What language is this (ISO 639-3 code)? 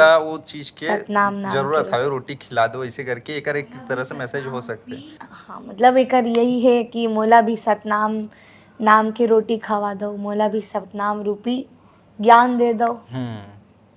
hne